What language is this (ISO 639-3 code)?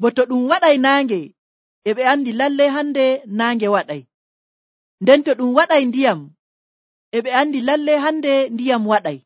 fuv